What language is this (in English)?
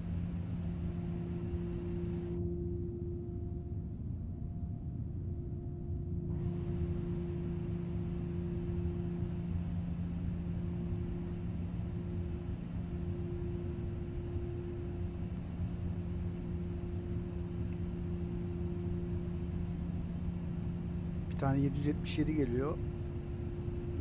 Turkish